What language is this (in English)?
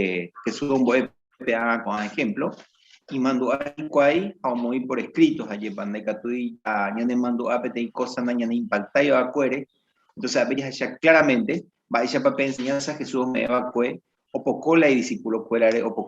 Guarani